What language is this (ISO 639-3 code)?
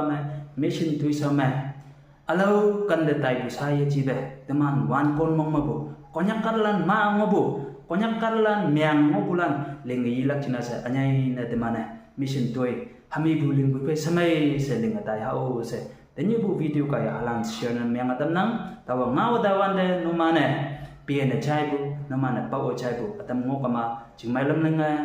nbe